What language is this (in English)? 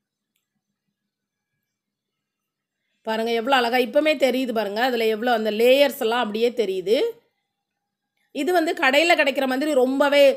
Tamil